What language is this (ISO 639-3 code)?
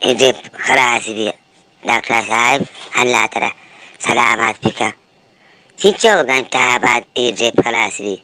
bgp